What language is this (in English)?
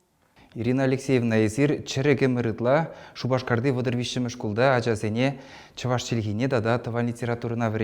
Chuvash